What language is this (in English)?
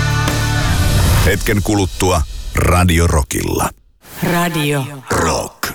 Finnish